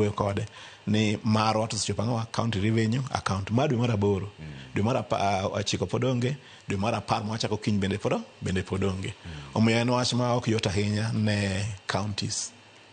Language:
Luo (Kenya and Tanzania)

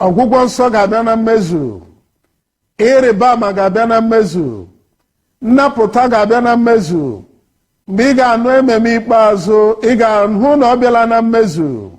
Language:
Igbo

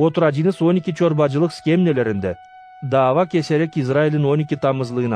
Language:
Gagauz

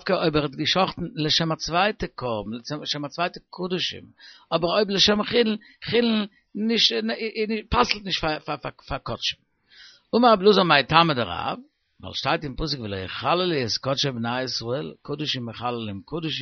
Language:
Yiddish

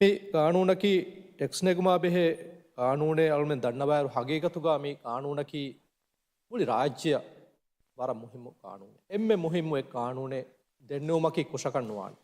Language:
Divehi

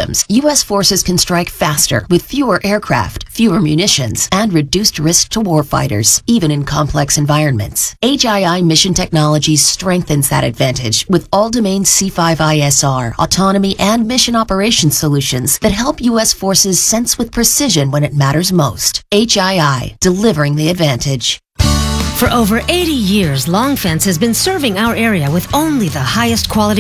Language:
English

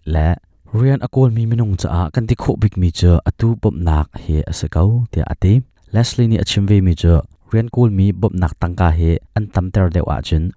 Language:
Hakha Chin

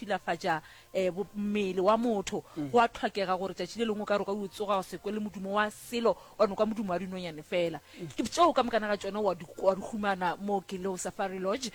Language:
Northern Sotho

